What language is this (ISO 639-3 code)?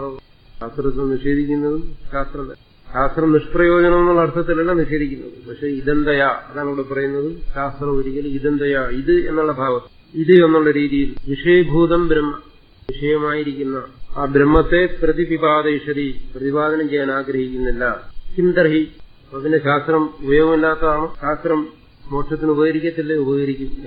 mal